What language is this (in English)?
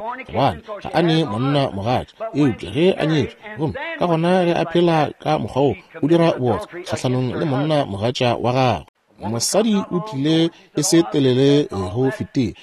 Northern Sotho